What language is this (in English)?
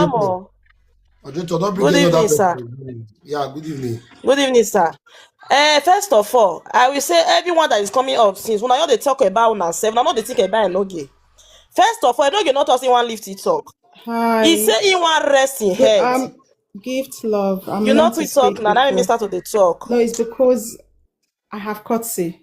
Nigerian Pidgin